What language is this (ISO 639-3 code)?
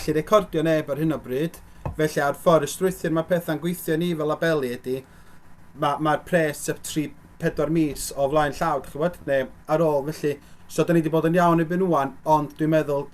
cym